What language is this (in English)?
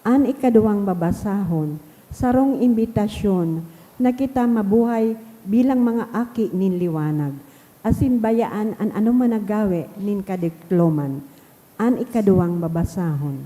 Bikol